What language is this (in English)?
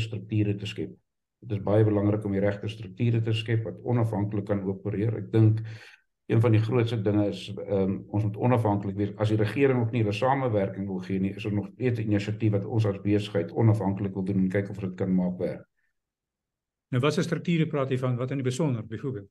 Afrikaans